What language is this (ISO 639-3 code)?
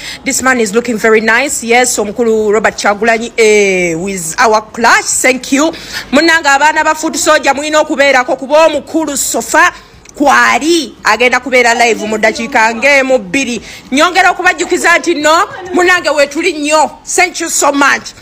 lug